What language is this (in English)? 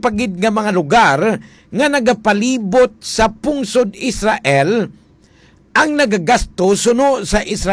Hiligaynon